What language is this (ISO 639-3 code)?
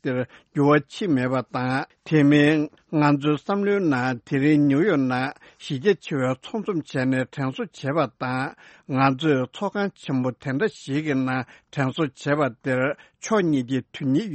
bod